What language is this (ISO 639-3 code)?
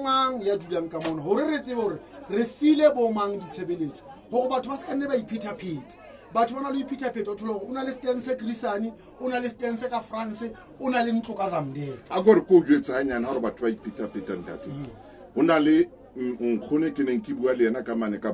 sot